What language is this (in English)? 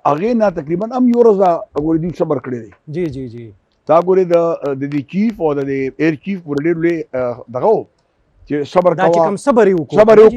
Pashto